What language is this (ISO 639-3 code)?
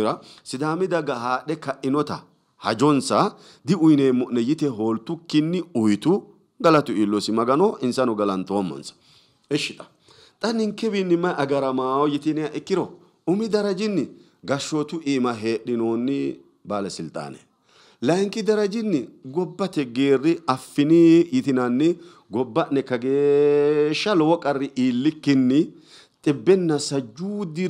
sid